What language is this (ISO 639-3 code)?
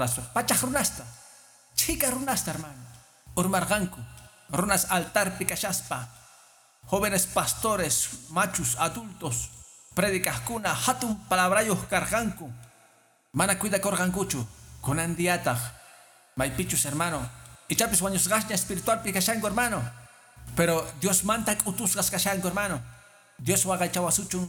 que